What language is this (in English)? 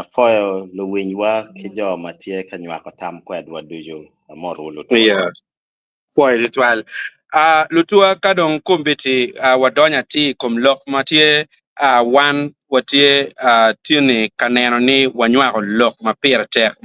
Acoli